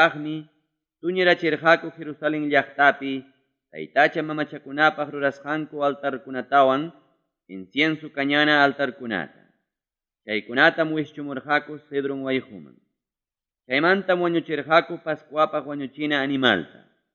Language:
Ayacucho Quechua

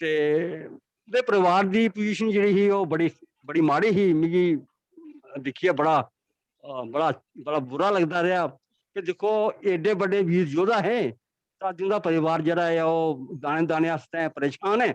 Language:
Dogri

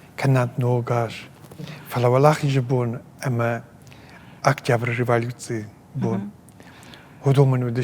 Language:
Ossetic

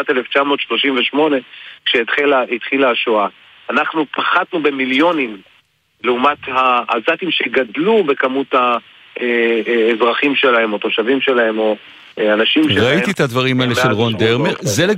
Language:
Hebrew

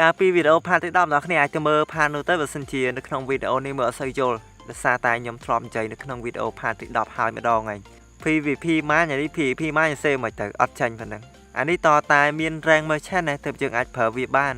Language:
Khmer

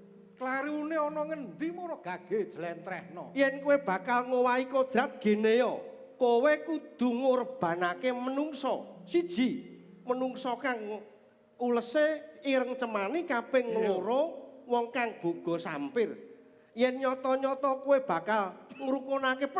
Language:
Javanese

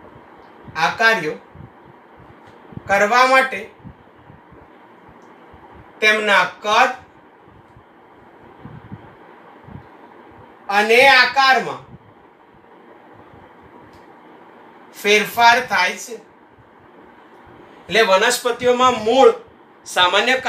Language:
Gujarati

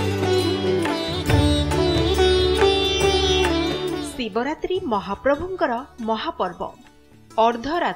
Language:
Odia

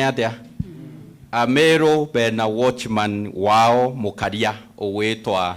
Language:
Meru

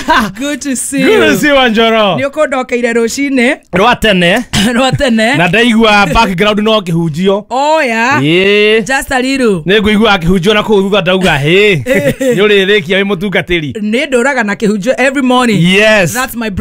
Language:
Kikuyu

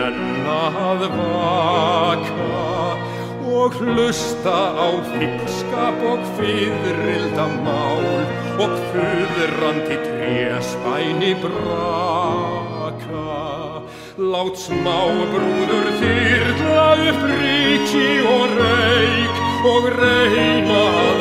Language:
Icelandic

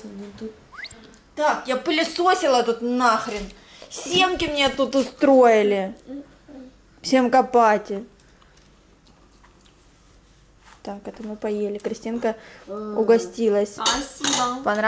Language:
Russian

